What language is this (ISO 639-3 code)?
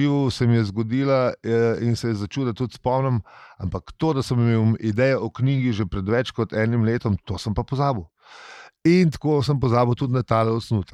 slv